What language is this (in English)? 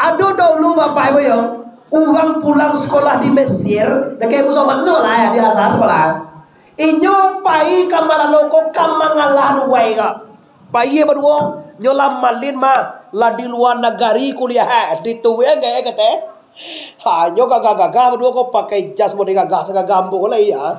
Minangkabau